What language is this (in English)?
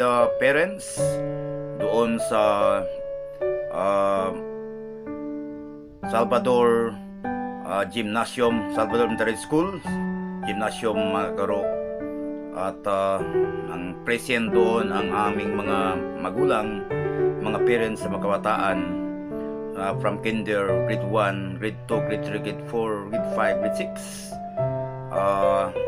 Filipino